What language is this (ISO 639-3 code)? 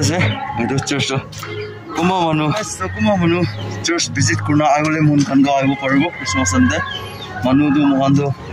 nag